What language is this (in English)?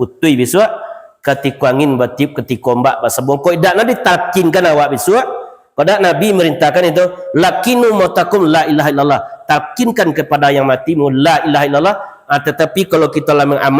Minangkabau